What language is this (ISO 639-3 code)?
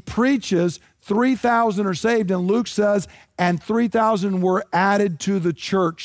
eng